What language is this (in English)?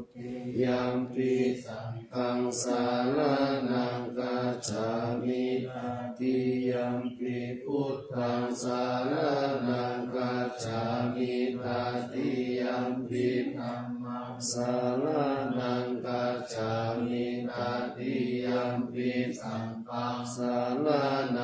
Pali